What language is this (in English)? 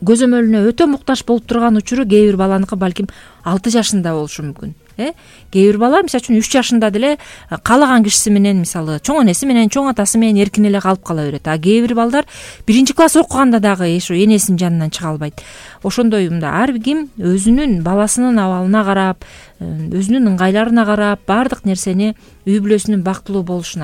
Kyrgyz